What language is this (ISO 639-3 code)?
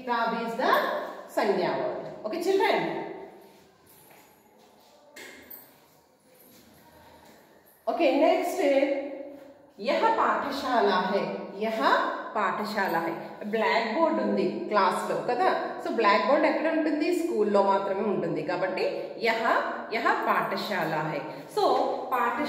tel